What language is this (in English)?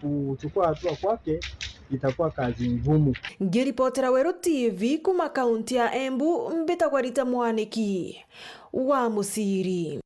Meru